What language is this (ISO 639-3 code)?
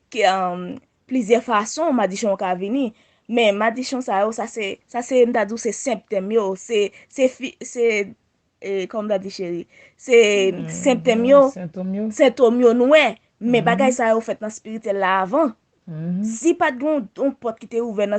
hat